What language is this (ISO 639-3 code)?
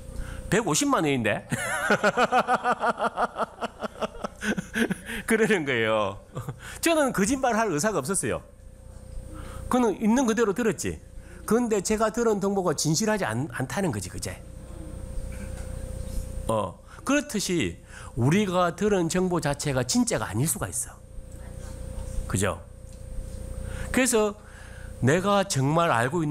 kor